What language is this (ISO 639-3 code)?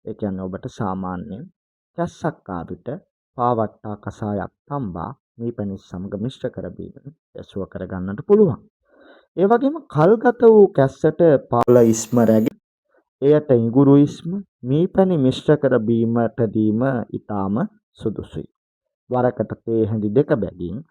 sin